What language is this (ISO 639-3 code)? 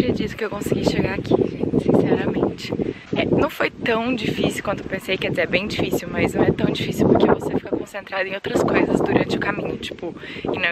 por